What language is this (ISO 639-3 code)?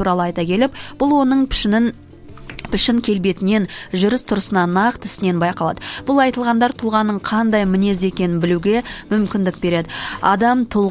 kaz